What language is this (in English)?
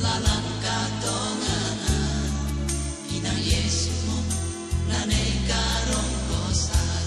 Toraja-Sa'dan